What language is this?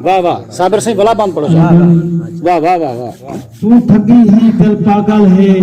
Saraiki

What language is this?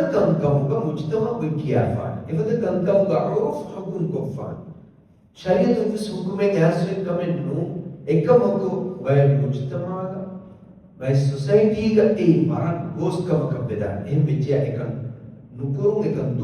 Divehi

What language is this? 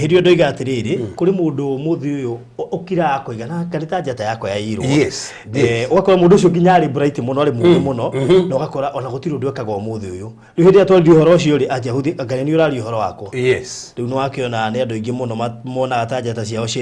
Kikuyu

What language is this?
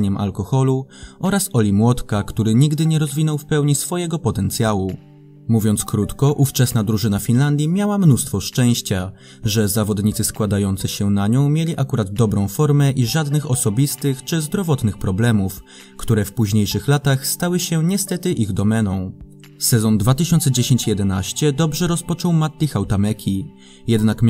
Polish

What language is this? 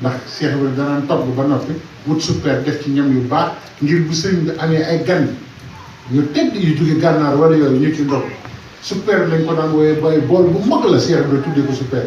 Wolof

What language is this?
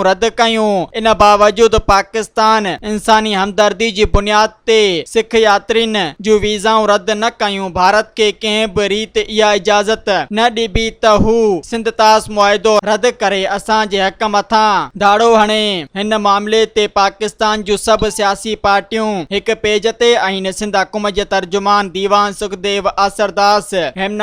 Sindhi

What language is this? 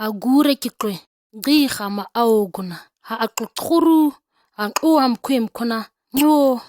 ǁGana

